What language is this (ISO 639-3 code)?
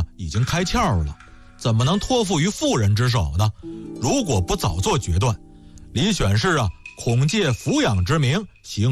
zho